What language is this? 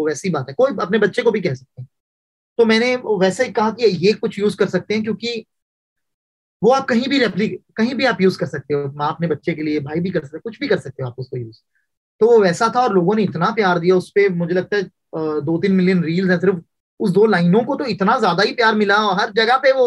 Hindi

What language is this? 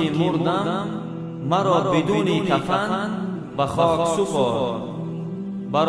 Tajik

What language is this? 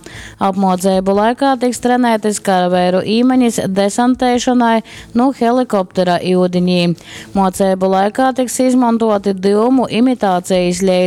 Latgalian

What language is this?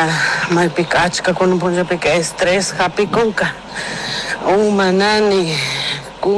Chimborazo Highland Quichua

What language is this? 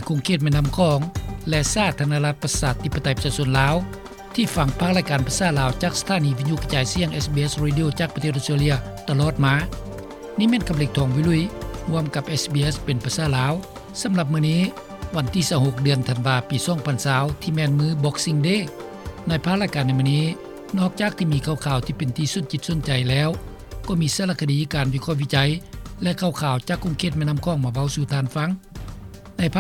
Lao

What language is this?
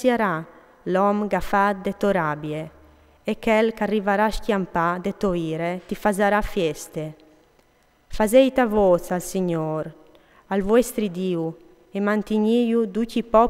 Friulian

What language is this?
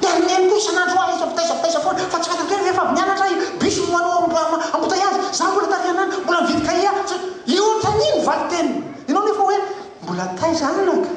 Malagasy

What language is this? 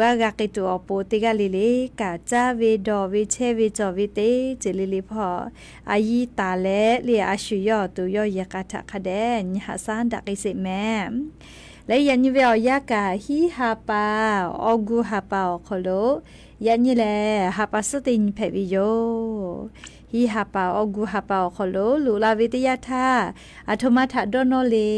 Lahu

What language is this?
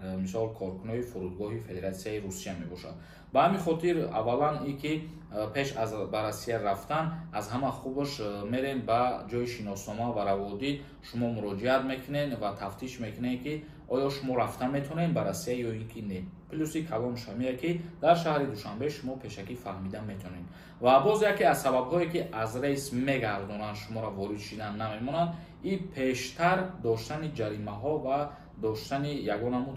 Tajik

